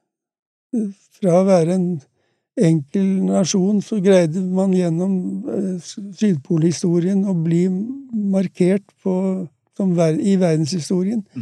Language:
Norwegian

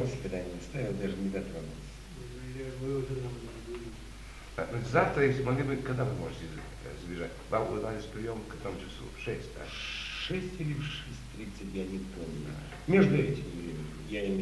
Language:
Russian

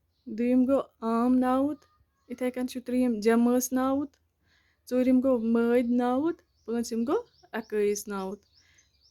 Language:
Kashmiri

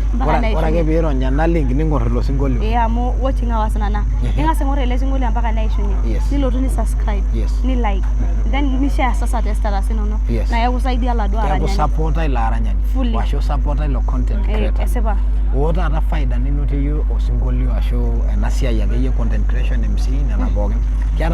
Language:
Masai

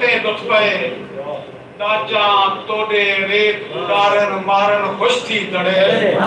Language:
Saraiki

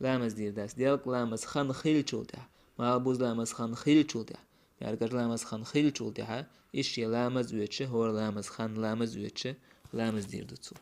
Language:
Chechen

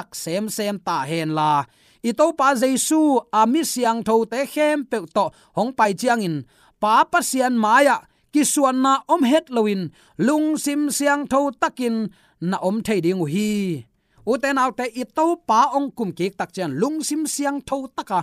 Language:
Tedim Chin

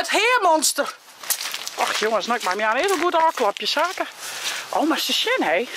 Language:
Western Frisian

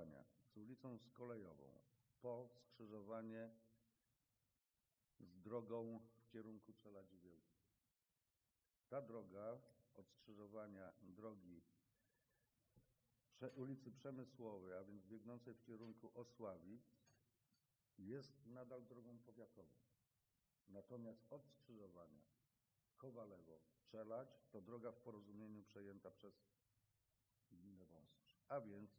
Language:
Polish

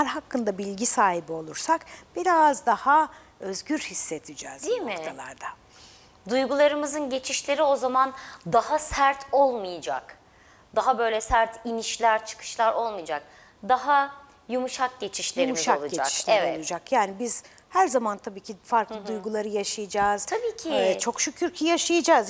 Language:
Turkish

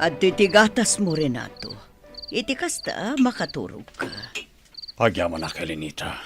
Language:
Iloko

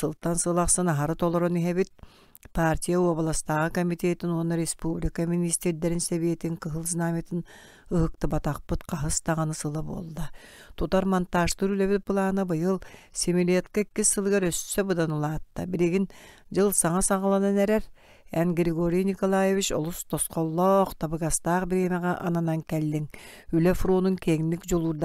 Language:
Yakut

